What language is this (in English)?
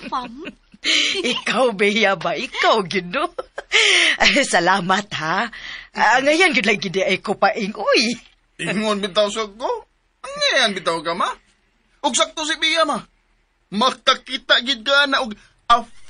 Cebuano